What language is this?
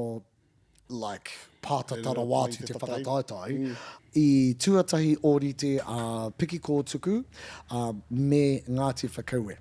Māori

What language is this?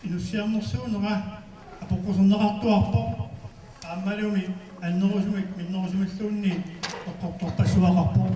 Kalaallisut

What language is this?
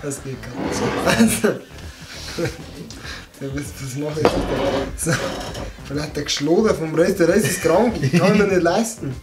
Bavarian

